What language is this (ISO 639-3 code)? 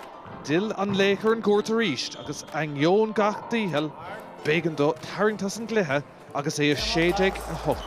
gle